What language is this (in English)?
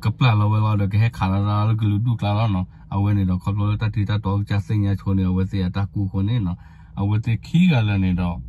S'gaw Karen